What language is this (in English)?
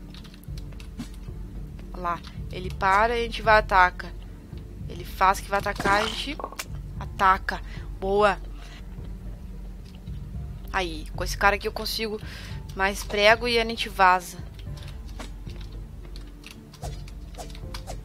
Portuguese